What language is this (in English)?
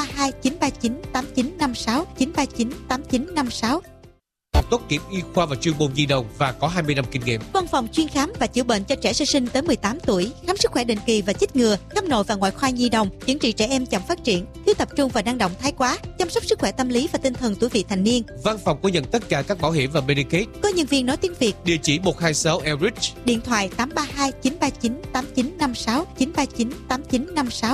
Vietnamese